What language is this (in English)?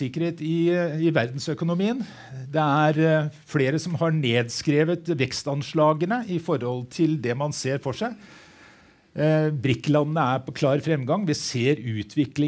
Norwegian